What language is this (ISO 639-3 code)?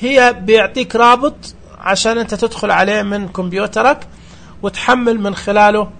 ars